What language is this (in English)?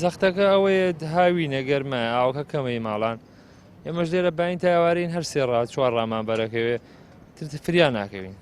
Central Kurdish